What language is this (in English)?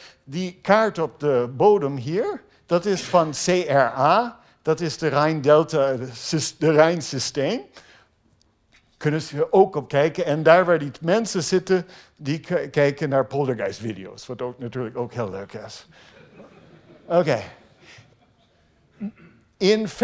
Dutch